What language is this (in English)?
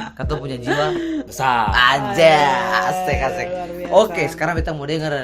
Ambonese Malay